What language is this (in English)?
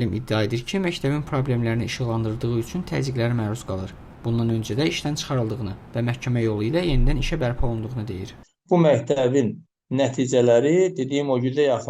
Azerbaijani